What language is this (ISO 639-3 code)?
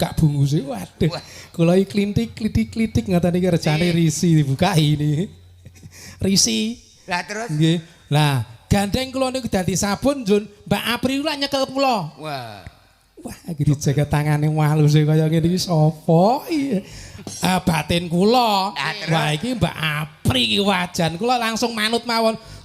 jav